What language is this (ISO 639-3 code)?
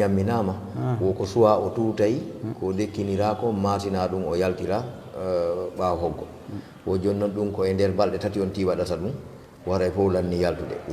ful